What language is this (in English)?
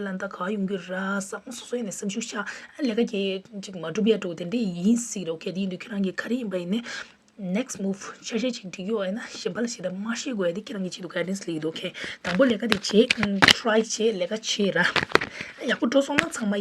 Tibetan